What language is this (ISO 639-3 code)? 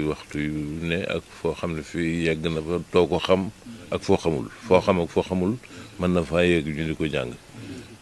wol